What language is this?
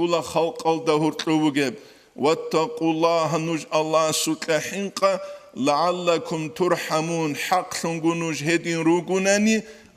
Avaric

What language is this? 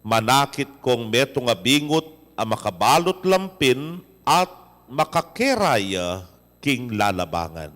Pampanga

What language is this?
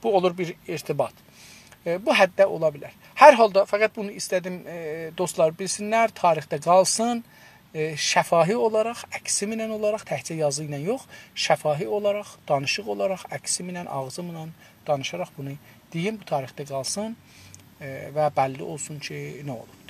South Azerbaijani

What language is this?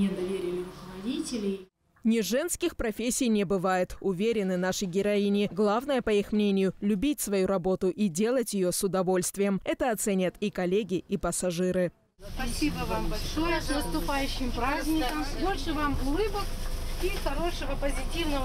Russian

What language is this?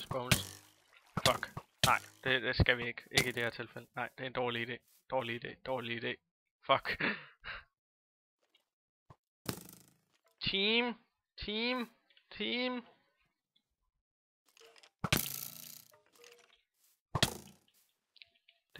Danish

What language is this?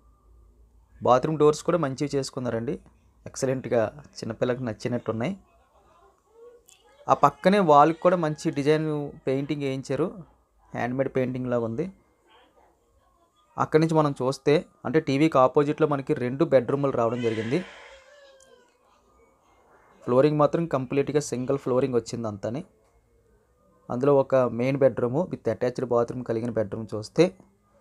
Telugu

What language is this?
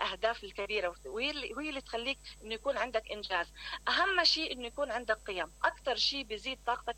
Mesopotamian Arabic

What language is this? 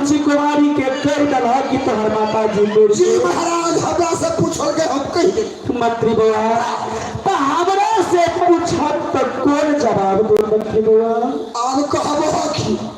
Maithili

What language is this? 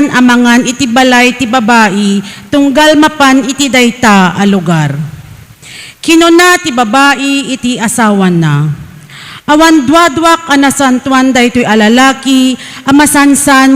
Iloko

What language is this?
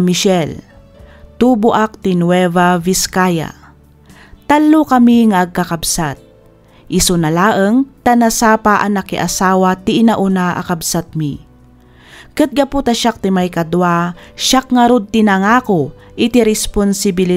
Iloko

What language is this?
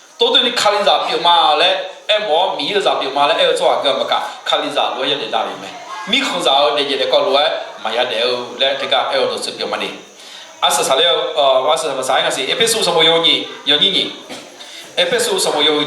Akha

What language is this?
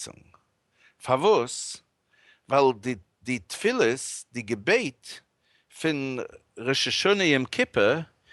Yiddish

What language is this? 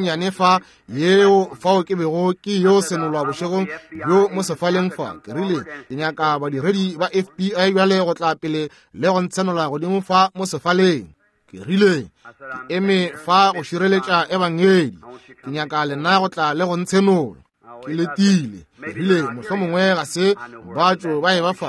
Northern Sotho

